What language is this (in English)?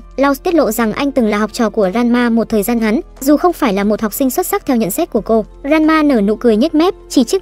Vietnamese